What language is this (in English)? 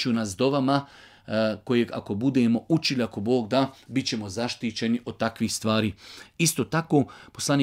Bosnian